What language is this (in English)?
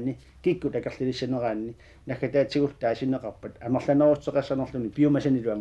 Kalaallisut